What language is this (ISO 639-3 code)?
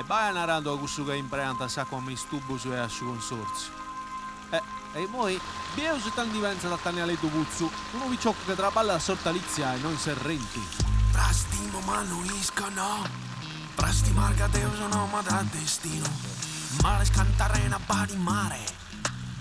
srd